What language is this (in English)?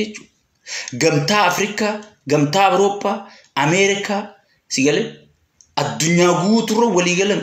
Oromo